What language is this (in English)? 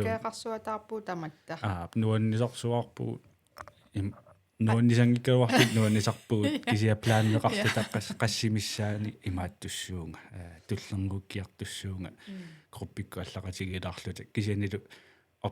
Kalaallisut